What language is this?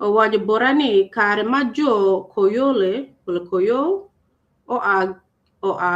Acoli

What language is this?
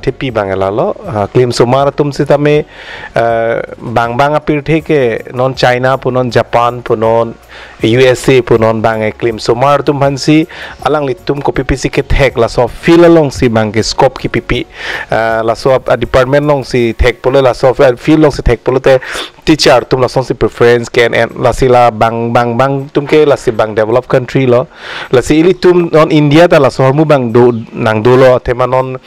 Karbi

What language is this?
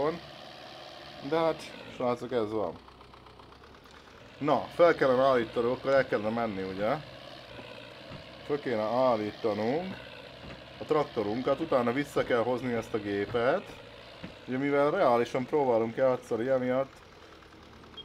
Hungarian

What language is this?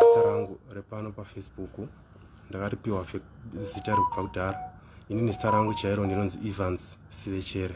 Shona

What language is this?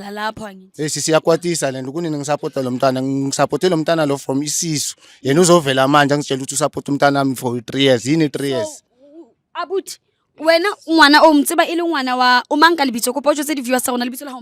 Zulu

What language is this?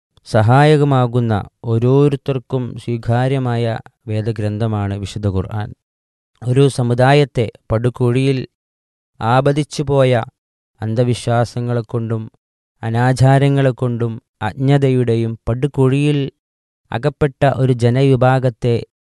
Malayalam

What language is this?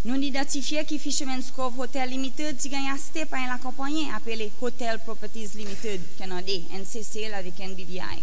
Seselwa Creole French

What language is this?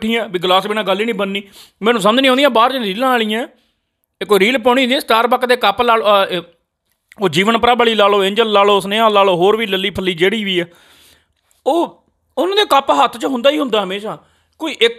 Punjabi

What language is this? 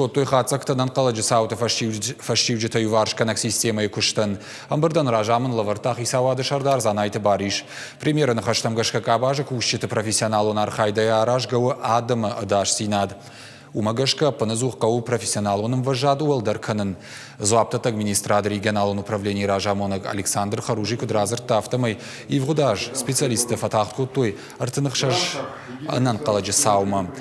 Ossetic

